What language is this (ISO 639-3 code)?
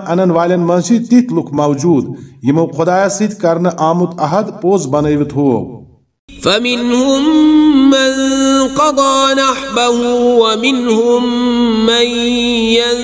kas